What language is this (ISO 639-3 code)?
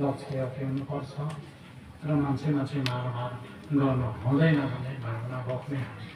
nep